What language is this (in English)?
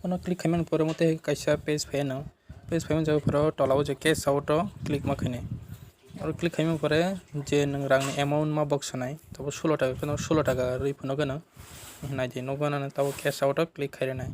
Kok Borok